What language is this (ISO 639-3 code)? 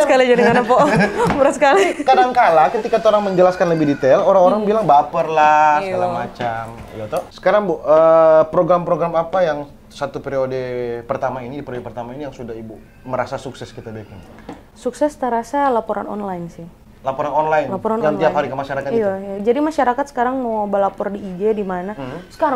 xmm